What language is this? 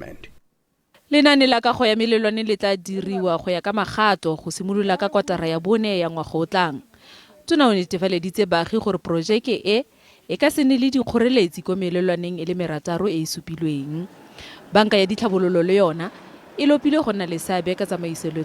Tswana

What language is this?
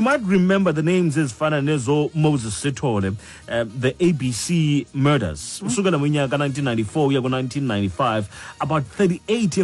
Xhosa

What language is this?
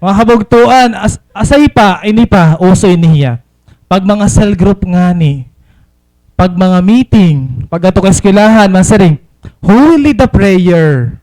Waray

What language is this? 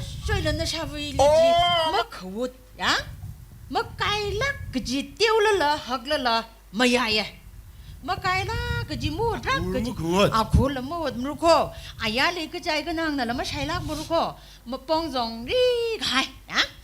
Tangkhul Naga (India)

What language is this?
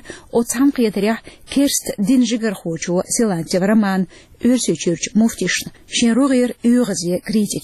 Chechen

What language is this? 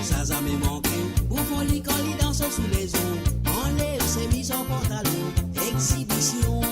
Morisyen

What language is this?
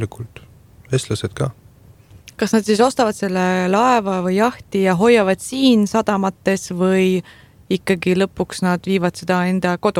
Estonian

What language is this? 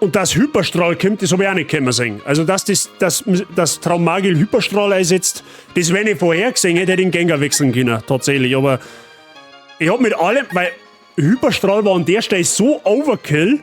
Bavarian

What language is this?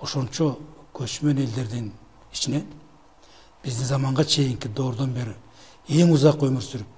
Kyrgyz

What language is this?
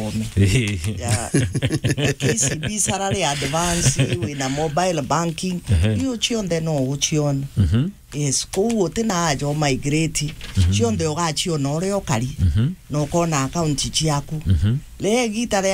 Meru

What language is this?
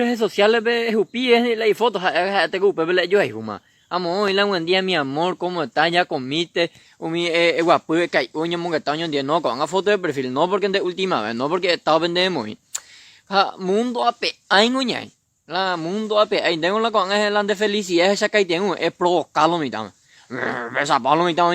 Guarani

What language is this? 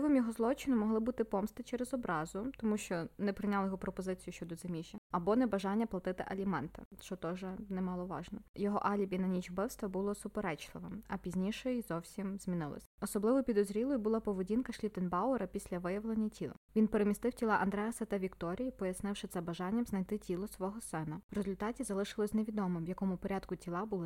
Ukrainian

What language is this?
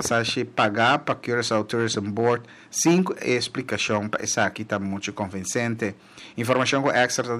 Papiamento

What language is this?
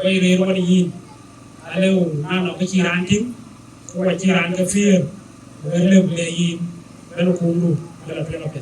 Dinka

